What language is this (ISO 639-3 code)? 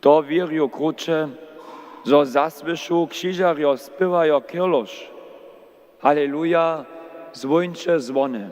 hsb